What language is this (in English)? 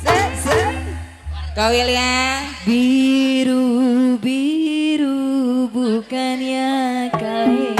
Betawi